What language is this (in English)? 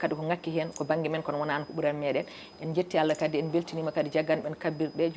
Fula